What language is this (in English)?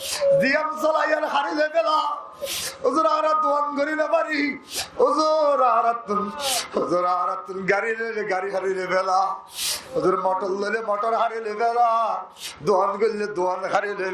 Rohingya